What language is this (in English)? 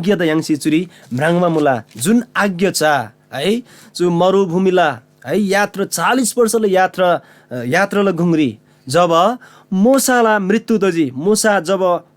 Eastern Tamang